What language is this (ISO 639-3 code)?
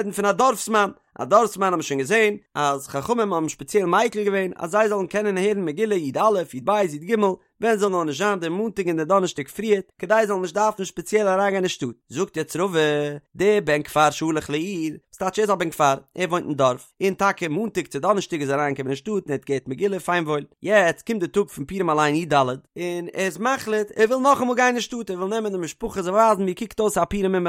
yid